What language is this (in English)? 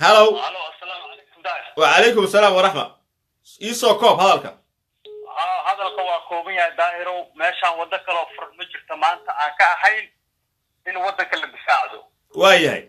Somali